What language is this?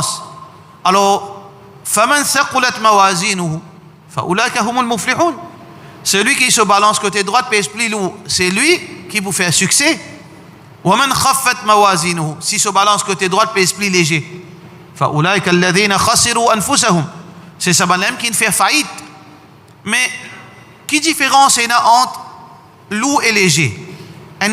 Morisyen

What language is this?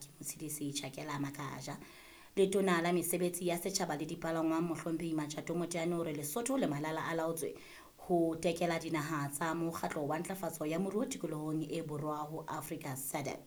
Southern Sotho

